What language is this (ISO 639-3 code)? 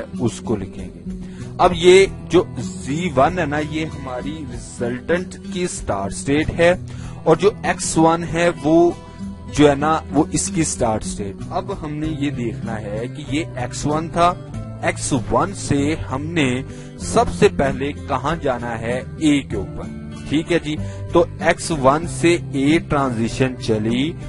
urd